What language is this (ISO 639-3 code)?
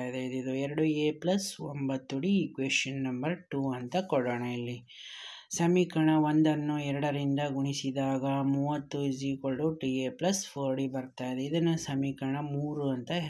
kan